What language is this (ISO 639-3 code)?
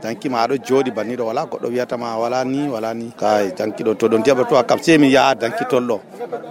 fuv